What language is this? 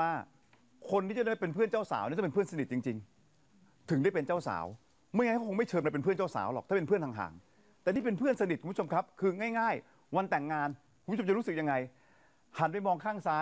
Thai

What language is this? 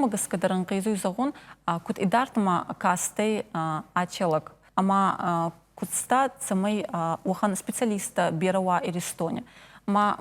Ossetic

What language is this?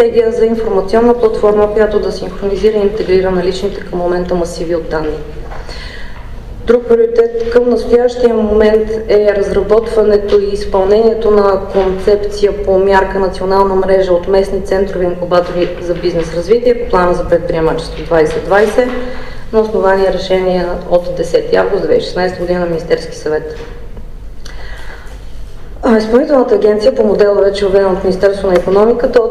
Bulgarian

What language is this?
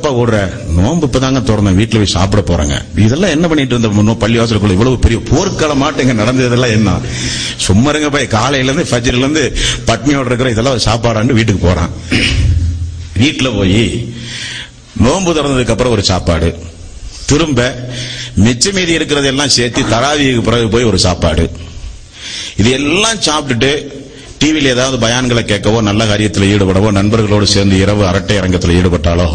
Tamil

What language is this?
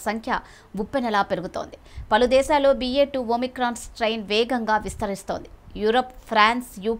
Telugu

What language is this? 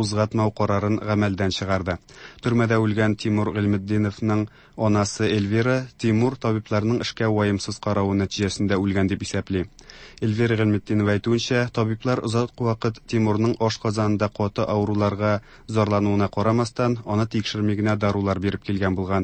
Tatar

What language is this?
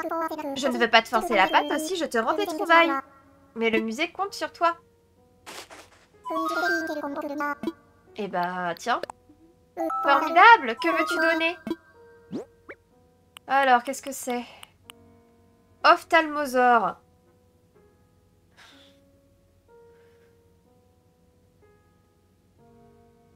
French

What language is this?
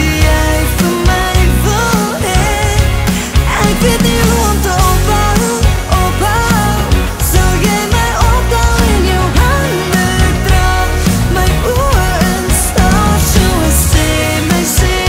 Afrikaans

